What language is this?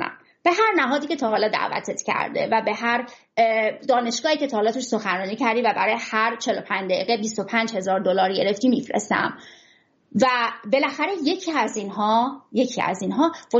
Persian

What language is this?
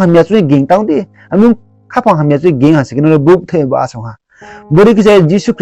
Riang (India)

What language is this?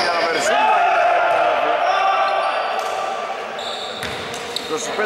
Greek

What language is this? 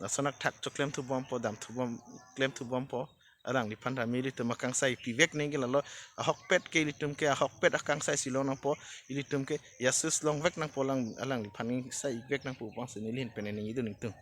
Karbi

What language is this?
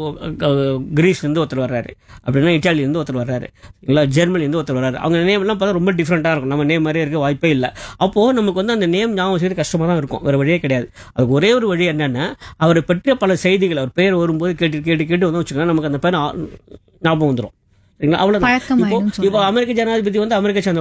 Tamil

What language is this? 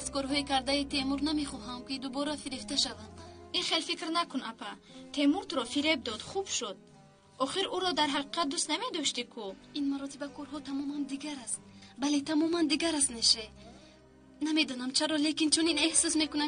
Tajik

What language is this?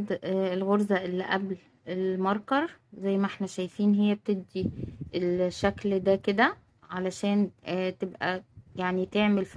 Egyptian Arabic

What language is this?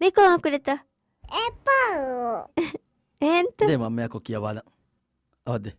Divehi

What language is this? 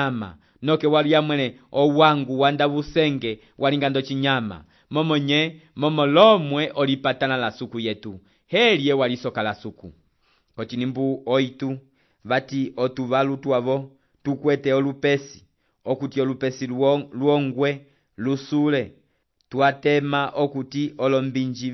Umbundu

